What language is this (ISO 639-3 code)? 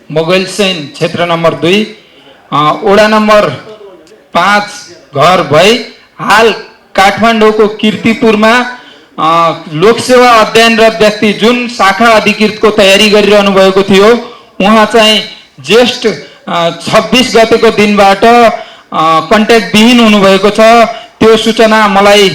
nep